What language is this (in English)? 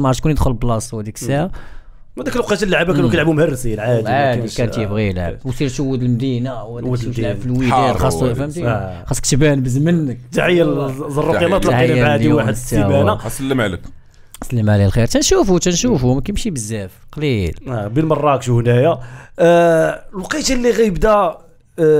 Moroccan Arabic